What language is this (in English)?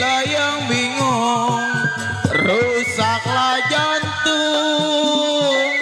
Betawi